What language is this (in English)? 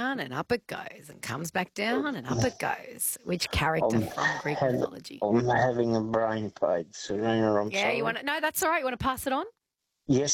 English